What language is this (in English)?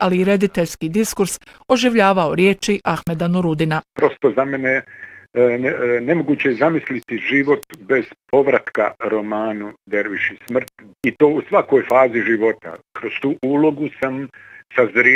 Bosnian